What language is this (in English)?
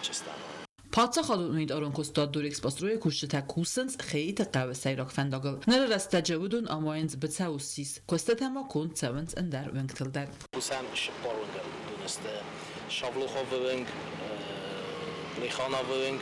Ossetic